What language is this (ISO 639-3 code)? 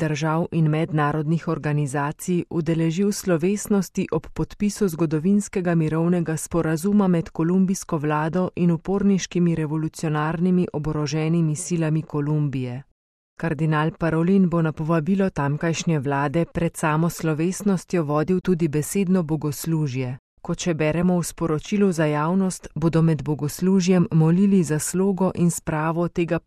slv